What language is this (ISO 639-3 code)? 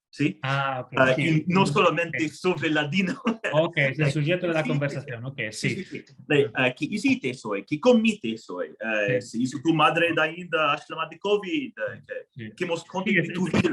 lad